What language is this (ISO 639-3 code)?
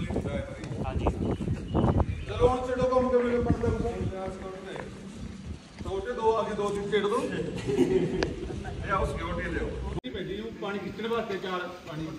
pan